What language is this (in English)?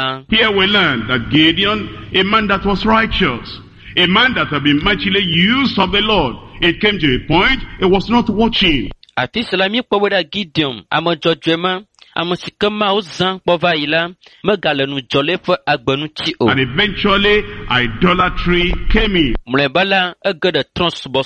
Ewe